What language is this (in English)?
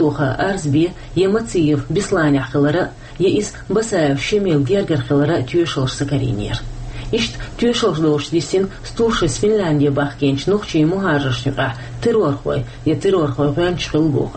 Chechen